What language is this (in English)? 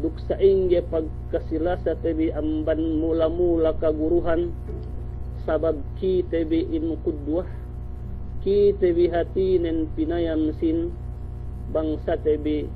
Yakan